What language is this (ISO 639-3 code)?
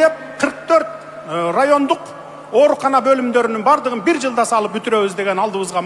kir